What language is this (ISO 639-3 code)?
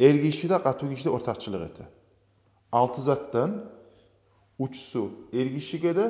kum